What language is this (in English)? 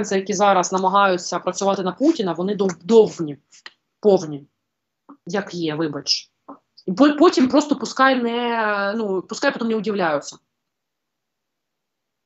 Ukrainian